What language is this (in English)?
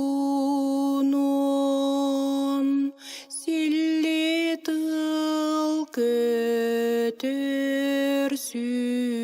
Yakut